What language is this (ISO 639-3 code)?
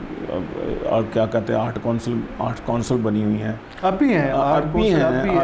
urd